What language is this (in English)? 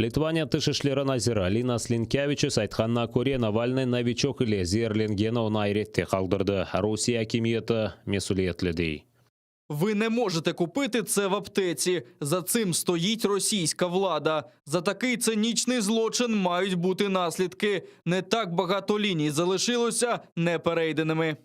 Crimean Tatar